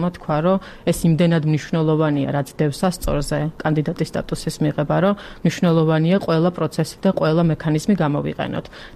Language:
Georgian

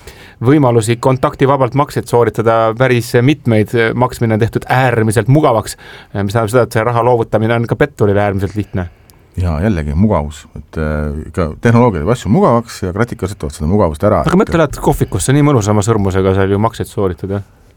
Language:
Estonian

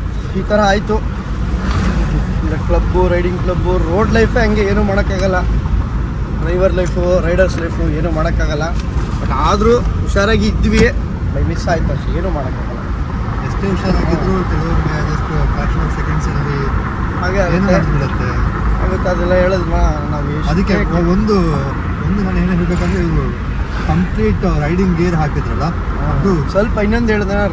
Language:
Kannada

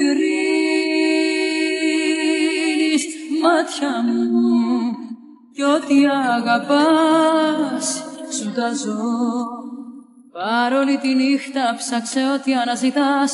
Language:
Greek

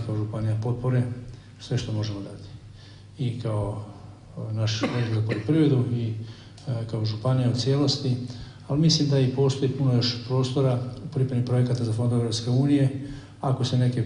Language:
Croatian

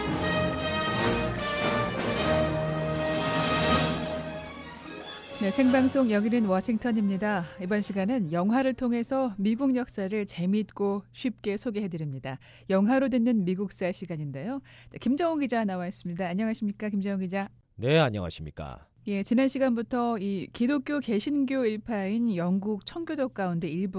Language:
Korean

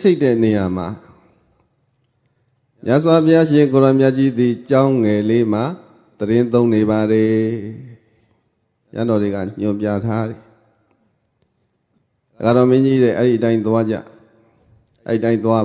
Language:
Burmese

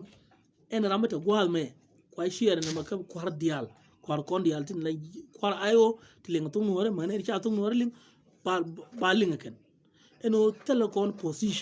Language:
Nuer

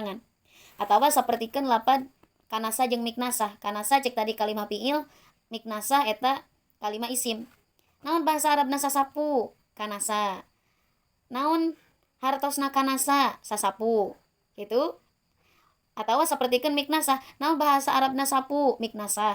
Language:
Sundanese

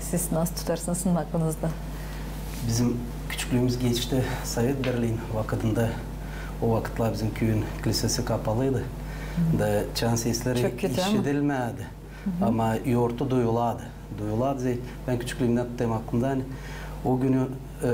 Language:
Gagauz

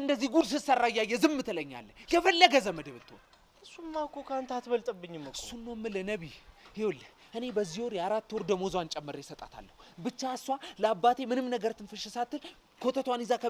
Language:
Amharic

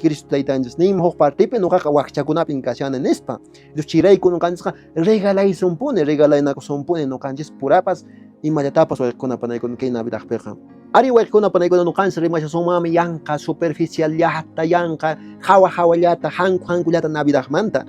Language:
Quechua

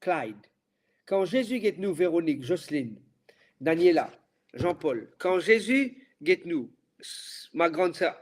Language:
Morisyen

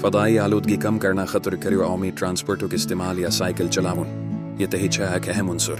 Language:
Kashmiri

